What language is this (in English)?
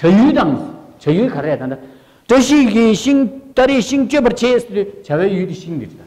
Tibetan